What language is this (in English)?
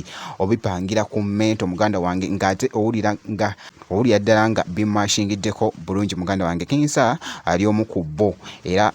Ganda